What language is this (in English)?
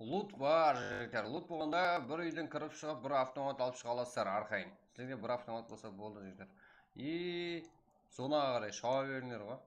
Kara-Kalpak